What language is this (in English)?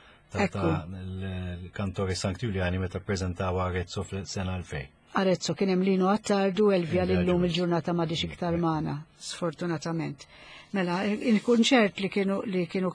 Maltese